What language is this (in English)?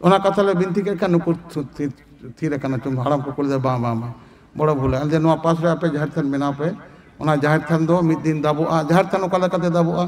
Santali